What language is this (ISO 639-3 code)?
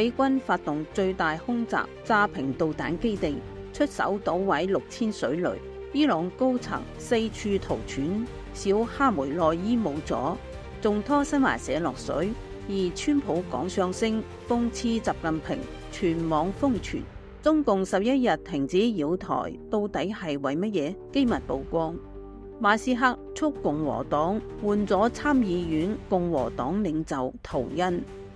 yue